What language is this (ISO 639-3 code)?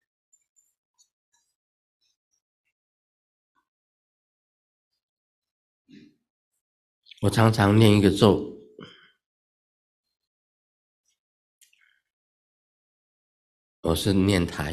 zho